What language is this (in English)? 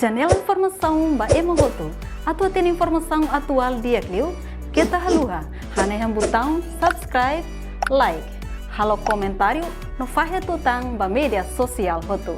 Tetum